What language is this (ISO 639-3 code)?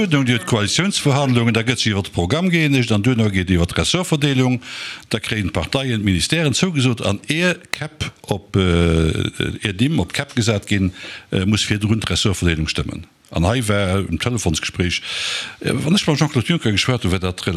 ltz